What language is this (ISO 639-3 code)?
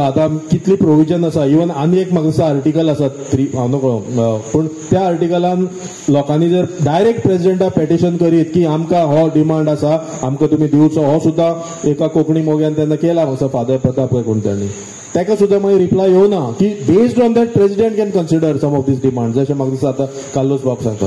kok